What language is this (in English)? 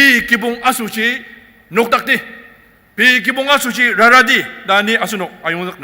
Ao Naga